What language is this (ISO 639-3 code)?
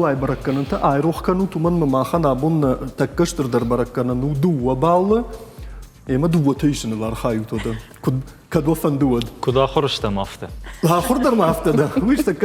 oss